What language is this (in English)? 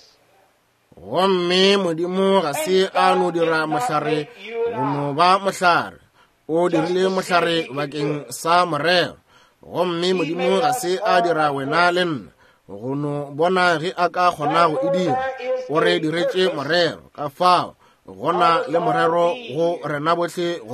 Northern Sotho